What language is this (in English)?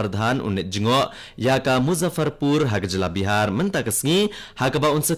Khasi